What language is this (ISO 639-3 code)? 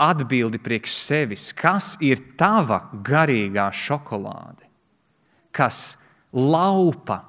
lav